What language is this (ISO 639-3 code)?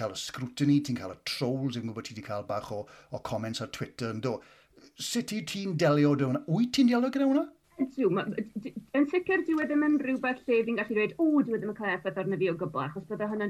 cym